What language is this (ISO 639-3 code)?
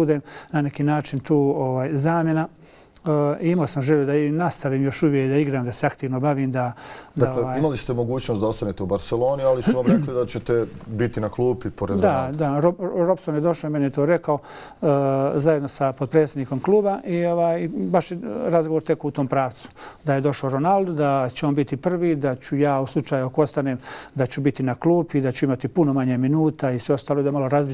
bos